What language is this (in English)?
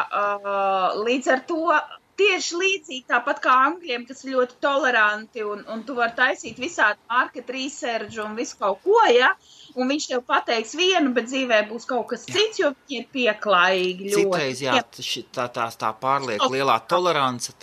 Latvian